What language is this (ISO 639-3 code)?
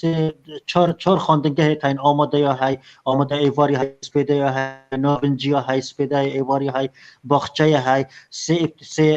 kur